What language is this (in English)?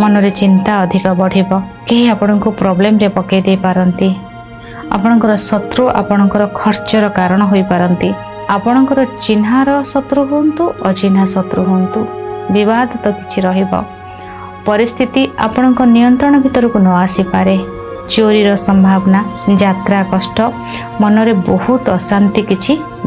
Odia